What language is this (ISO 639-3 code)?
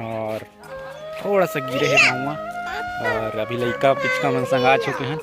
hne